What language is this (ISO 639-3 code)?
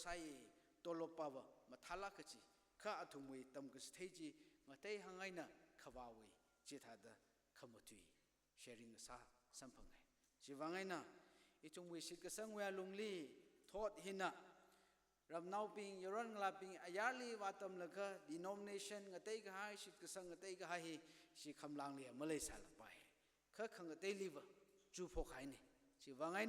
nmf